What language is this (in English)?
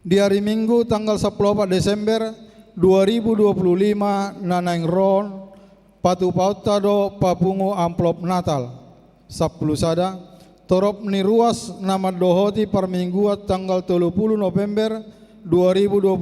Batak Toba